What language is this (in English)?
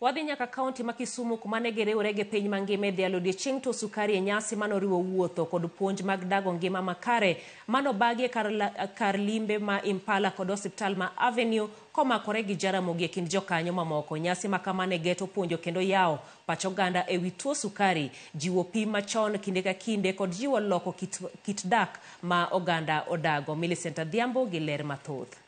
Luo (Kenya and Tanzania)